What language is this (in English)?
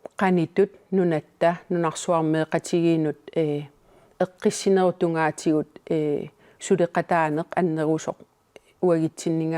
Kalaallisut